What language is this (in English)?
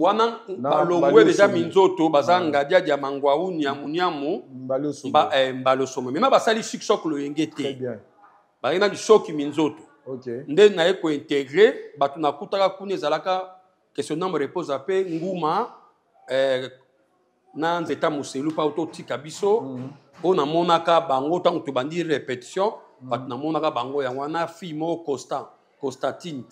Lingala